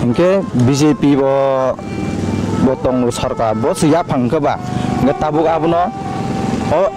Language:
Kok Borok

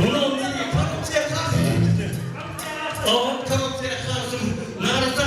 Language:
Kara-Kalpak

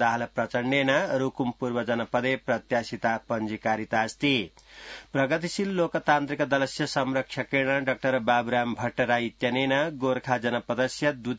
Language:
Sanskrit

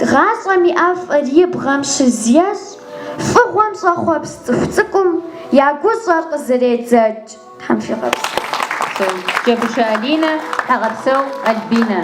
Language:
Kabardian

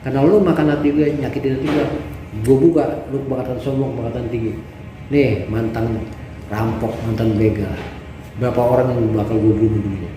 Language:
Betawi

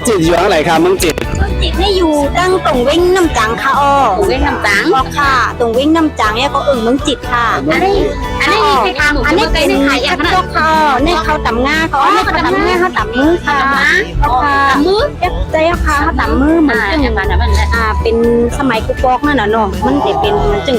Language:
Shan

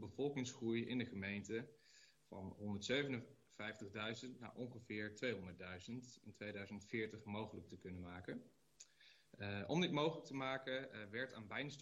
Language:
Dutch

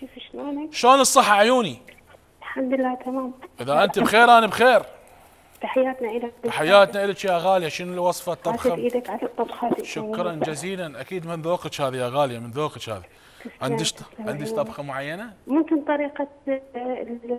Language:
Mesopotamian Arabic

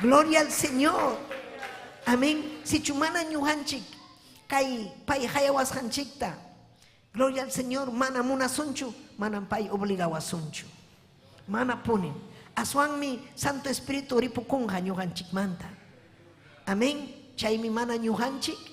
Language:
Ayacucho Quechua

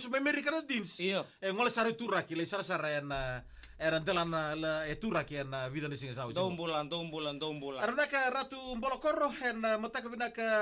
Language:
Fijian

